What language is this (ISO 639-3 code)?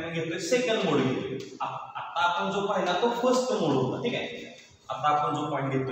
mar